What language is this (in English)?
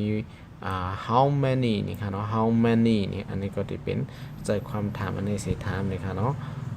Shan